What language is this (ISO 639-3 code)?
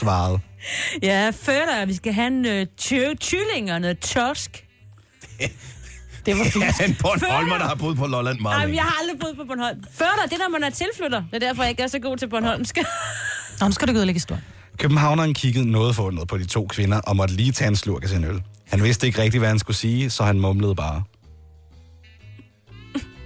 dan